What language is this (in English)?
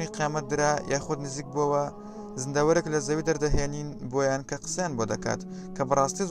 Central Kurdish